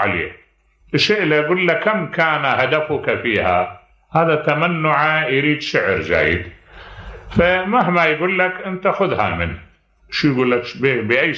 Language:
Mesopotamian Arabic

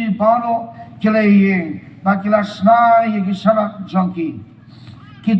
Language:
Khasi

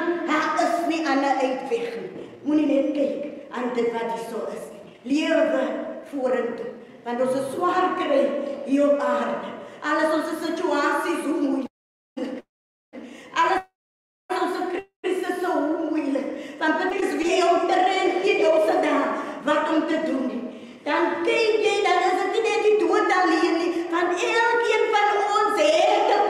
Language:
Afrikaans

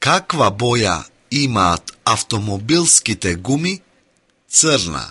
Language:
Macedonian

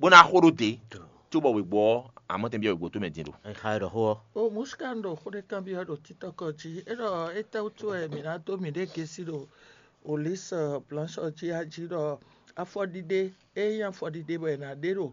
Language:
Fon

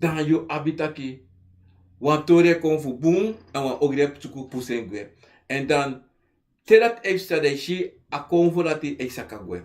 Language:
Sranan Tongo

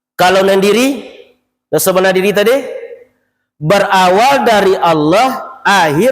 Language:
Minangkabau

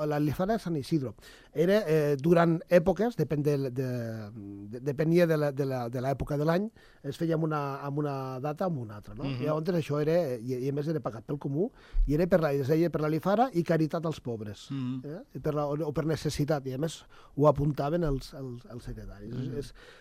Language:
Catalan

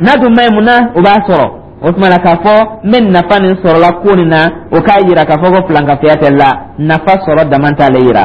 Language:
Dyula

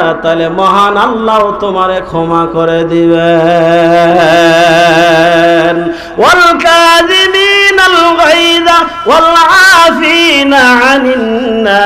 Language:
Bangla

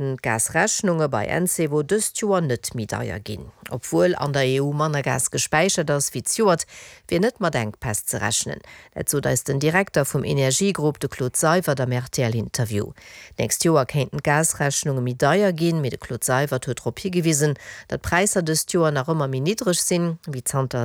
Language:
Luxembourgish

